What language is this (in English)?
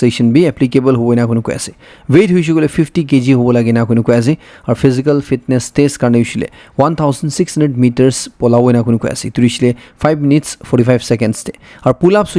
Naga Pidgin